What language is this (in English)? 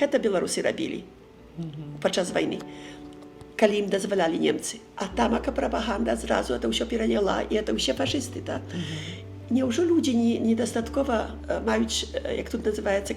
Belarusian